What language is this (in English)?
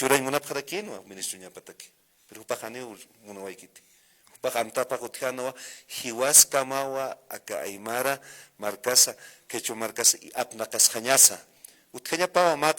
Aymara